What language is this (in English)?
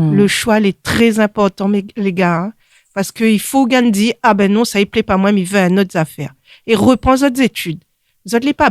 Réunion Creole French